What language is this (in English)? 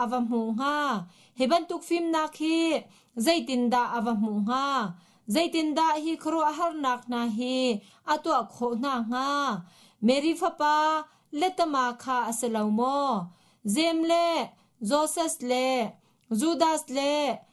Hakha Chin